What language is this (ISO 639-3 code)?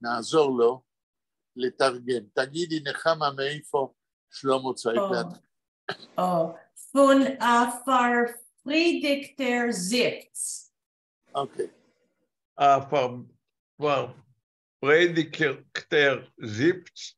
yid